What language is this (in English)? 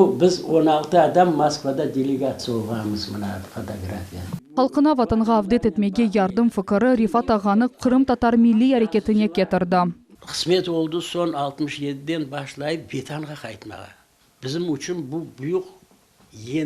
Crimean Tatar